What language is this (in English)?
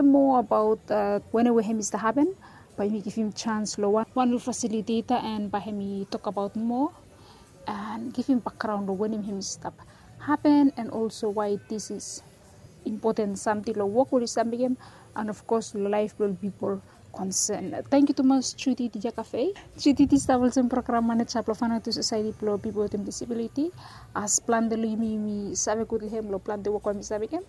Bislama